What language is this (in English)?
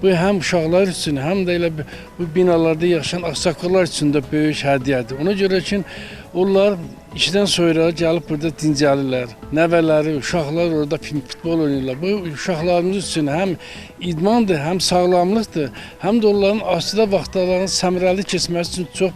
Azerbaijani